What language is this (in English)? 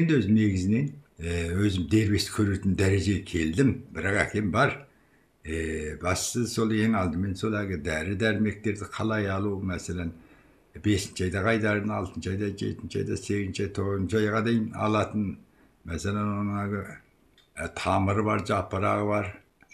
Kazakh